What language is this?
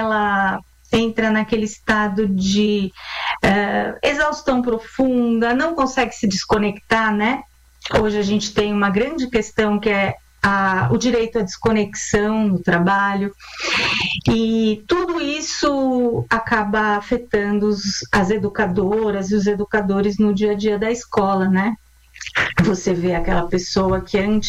Portuguese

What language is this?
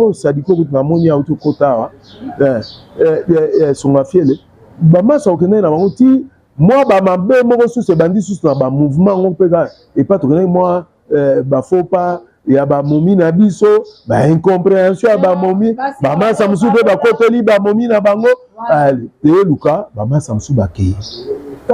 Lingala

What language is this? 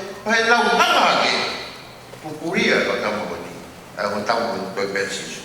Tongan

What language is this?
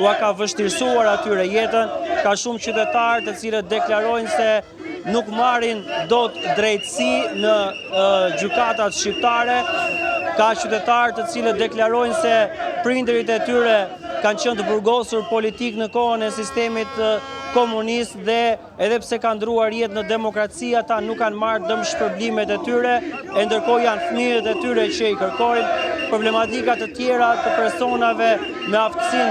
Albanian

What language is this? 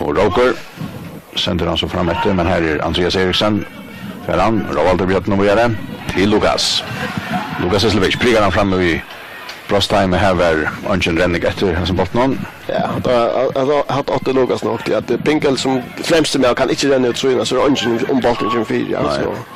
Faroese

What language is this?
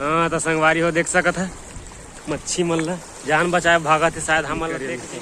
Chhattisgarhi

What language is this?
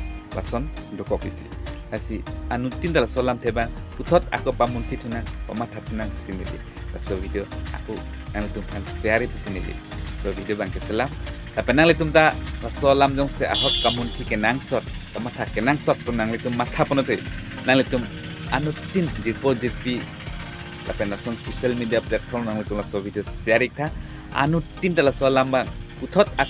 Karbi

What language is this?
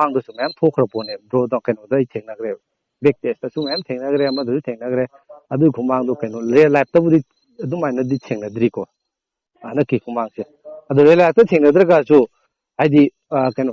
Manipuri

